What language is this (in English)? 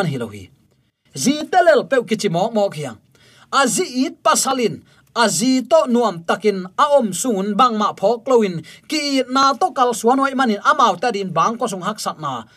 Tedim Chin